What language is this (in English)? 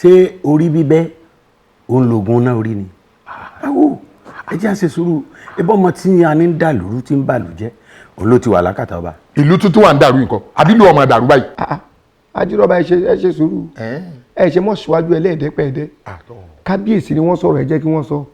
Yoruba